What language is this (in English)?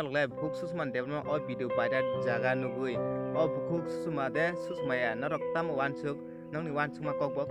Kok Borok